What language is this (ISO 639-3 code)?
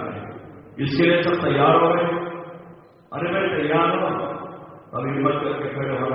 urd